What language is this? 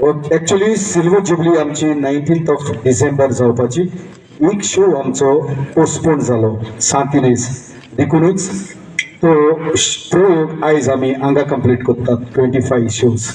Konkani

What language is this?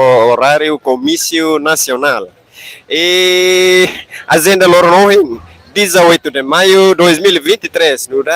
Tetum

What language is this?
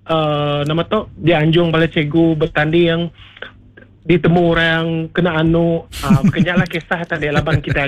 Iban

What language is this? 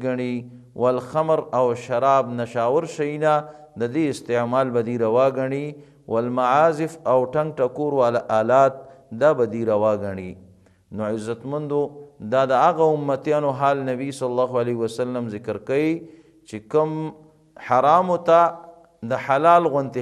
Pashto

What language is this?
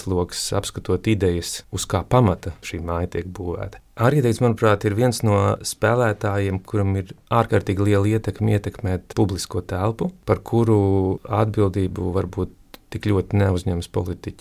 Latvian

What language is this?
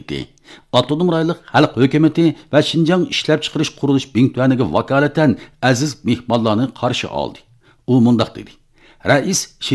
Uyghur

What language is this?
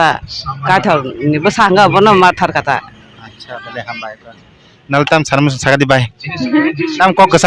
Kok Borok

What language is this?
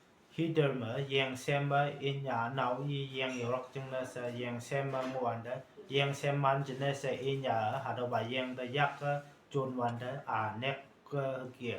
Konyak Naga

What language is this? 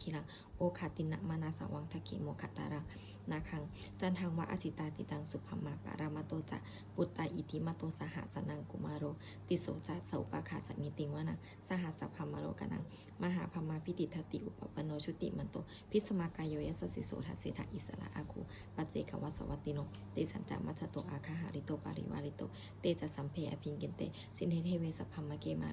Pali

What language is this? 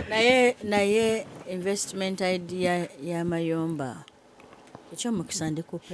Ganda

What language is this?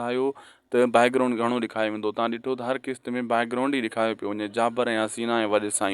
Sindhi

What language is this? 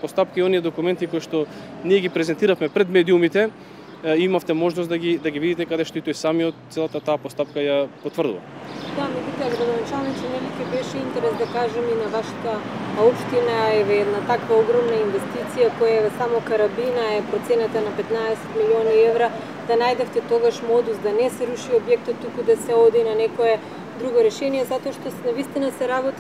Macedonian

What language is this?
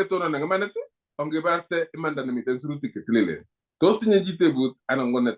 Kalenjin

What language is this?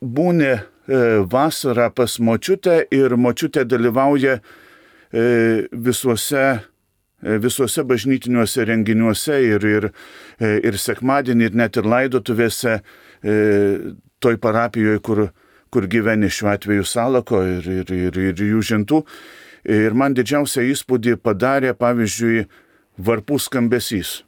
Lithuanian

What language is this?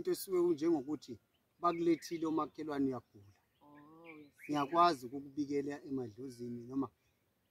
Zulu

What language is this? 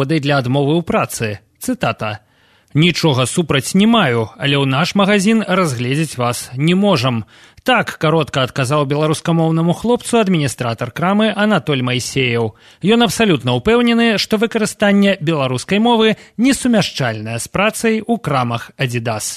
Belarusian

